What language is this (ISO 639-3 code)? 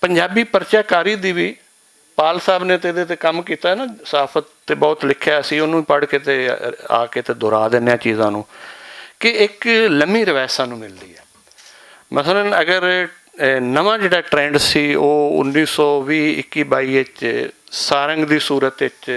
lah